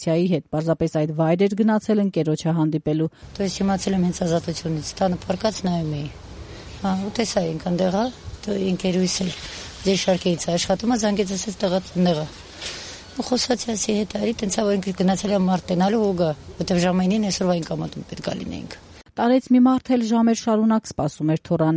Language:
Armenian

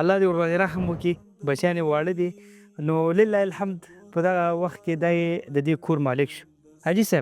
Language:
Pashto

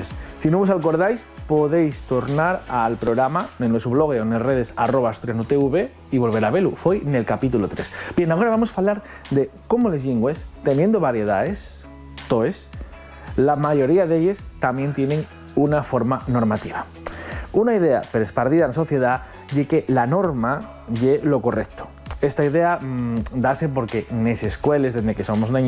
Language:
Asturian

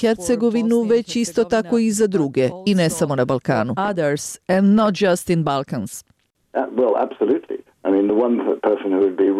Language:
Bosnian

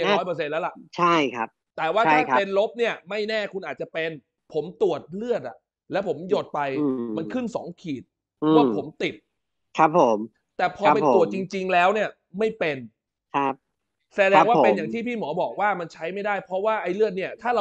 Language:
Thai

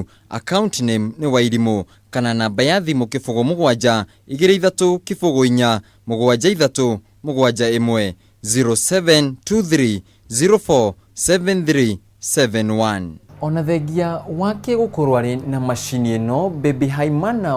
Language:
Kikuyu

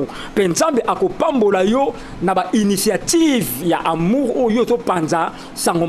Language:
Lingala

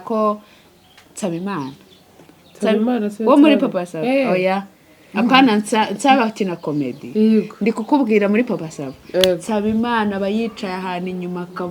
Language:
Kinyarwanda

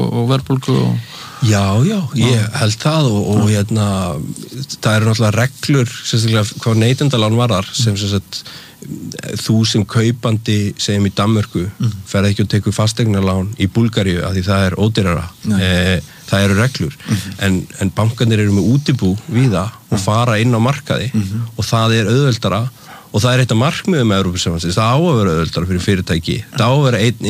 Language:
Icelandic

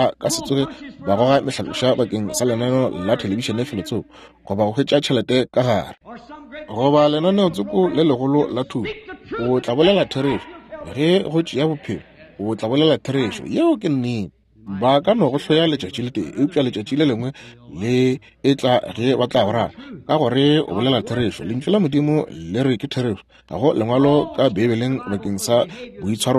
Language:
Northern Sotho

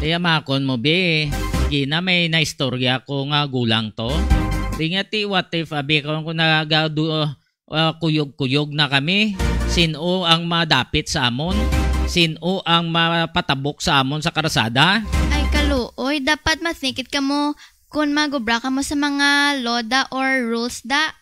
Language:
Hiligaynon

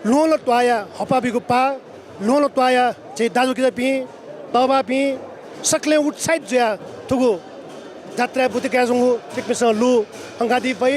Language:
Newari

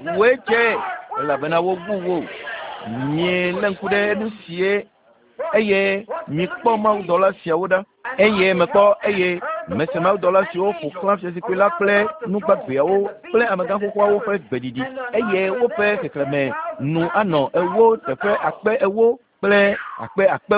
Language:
Ewe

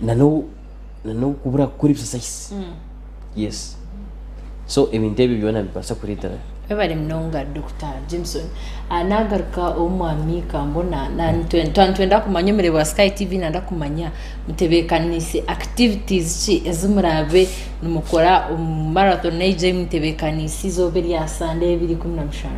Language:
Nyankole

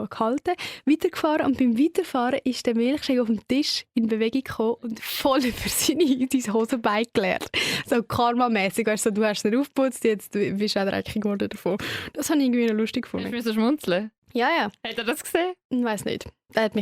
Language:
Swiss German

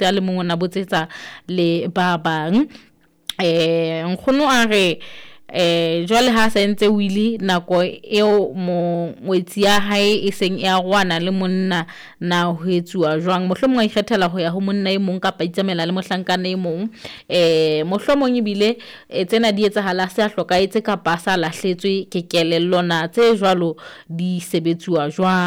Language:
Southern Sotho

